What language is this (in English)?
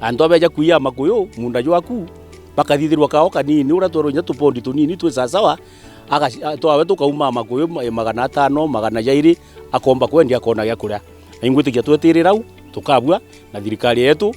Meru